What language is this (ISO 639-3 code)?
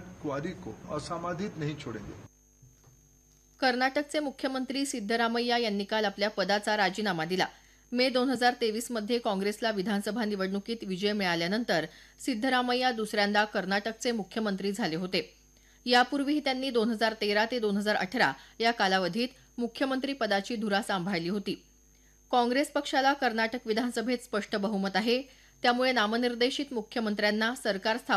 mar